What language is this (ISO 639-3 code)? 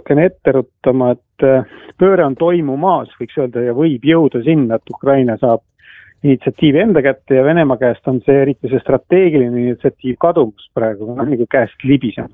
est